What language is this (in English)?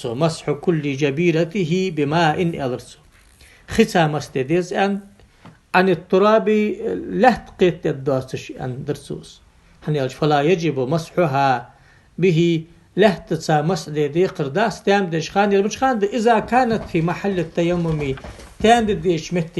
Ingush